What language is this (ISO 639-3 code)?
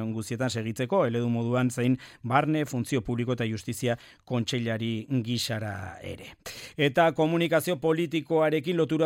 eus